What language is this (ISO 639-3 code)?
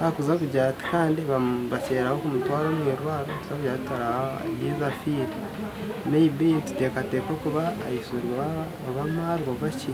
nyn